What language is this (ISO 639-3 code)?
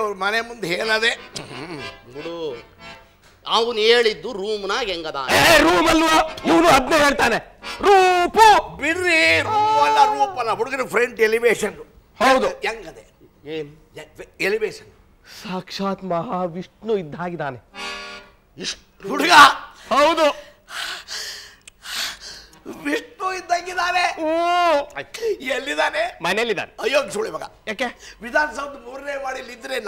kan